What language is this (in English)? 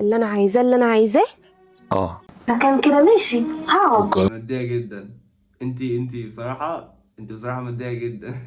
Egyptian Arabic